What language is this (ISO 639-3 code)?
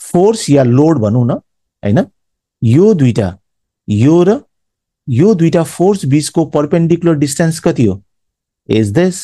nep